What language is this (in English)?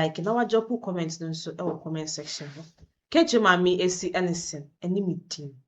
Akan